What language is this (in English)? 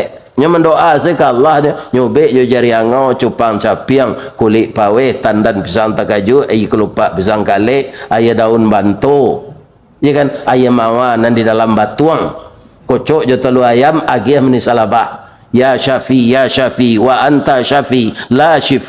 Minangkabau